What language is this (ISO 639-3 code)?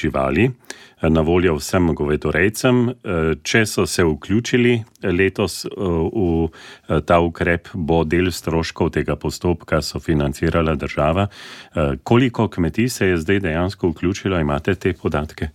slv